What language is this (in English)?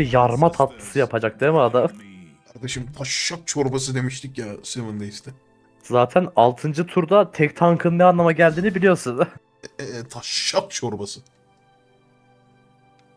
Turkish